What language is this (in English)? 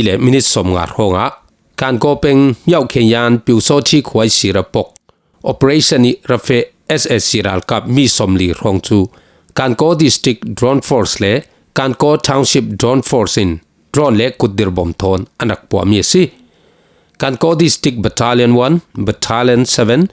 Falam Chin